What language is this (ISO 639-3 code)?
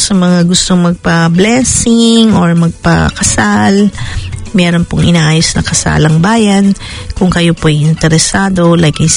fil